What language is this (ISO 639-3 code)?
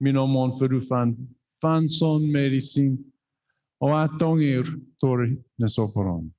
chk